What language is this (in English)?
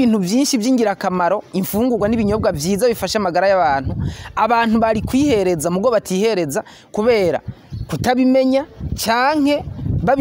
Rundi